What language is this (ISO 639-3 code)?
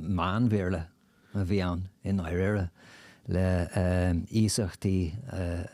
gle